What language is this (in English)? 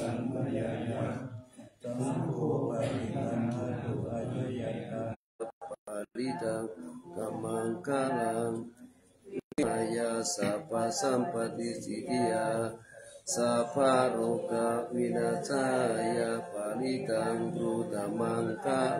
Pali